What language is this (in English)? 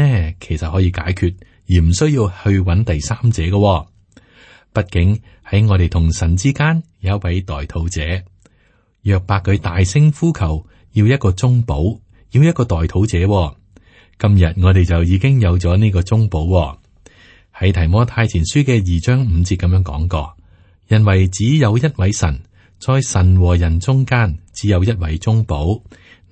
Cantonese